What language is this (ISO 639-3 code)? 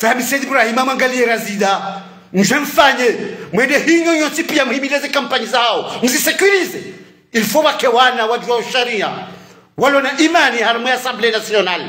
zdj